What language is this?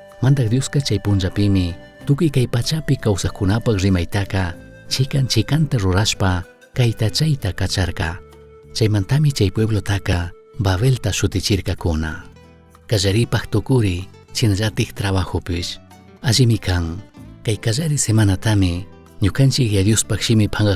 Chimborazo Highland Quichua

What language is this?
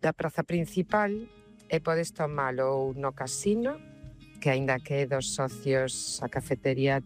Galician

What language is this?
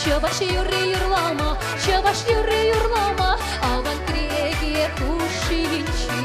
Chuvash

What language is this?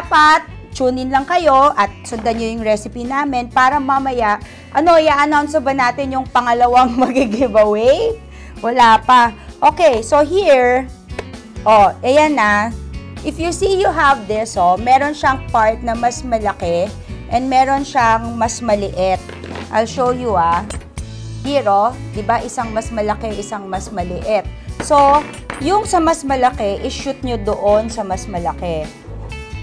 Filipino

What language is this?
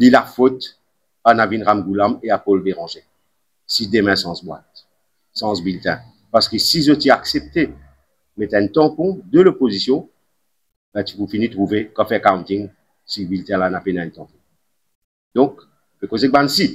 Morisyen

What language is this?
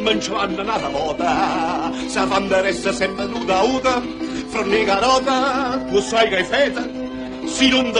Neapolitan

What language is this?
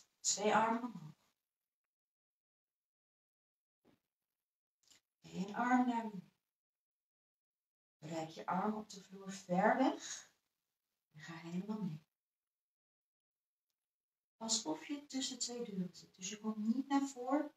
Dutch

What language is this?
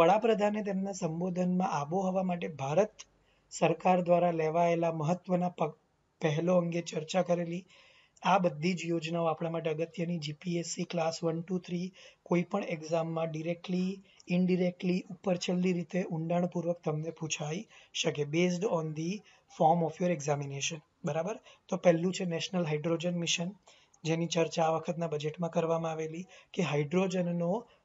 Gujarati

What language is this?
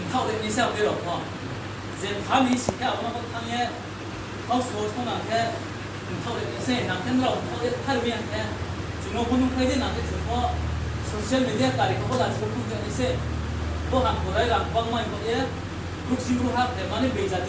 Riang (India)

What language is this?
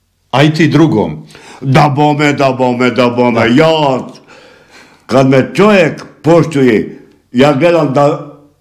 Bosnian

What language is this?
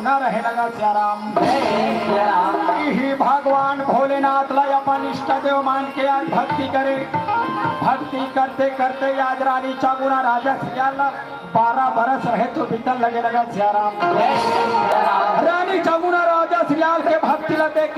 Chhattisgarhi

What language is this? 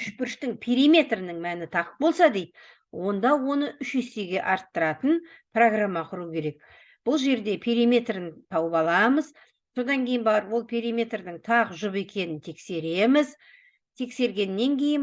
Kazakh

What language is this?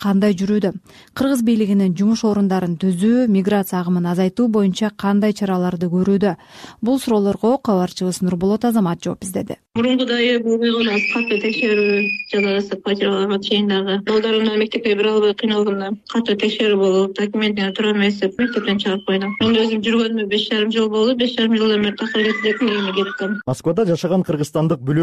Kyrgyz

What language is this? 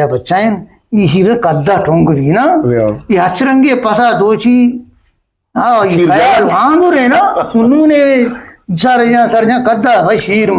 Eastern Balochi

